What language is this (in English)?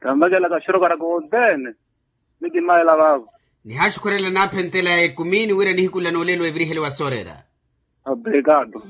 Makhuwa